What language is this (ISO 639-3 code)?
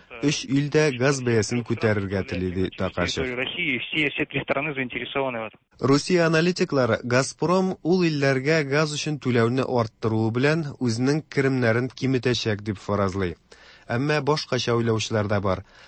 tat